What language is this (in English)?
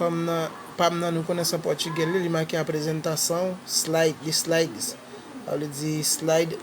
Haitian Creole